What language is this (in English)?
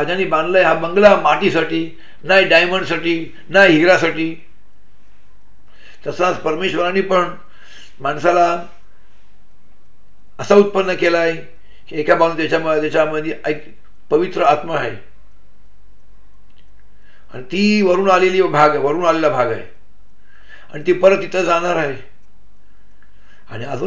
Marathi